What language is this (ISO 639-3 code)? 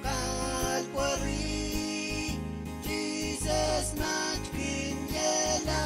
pon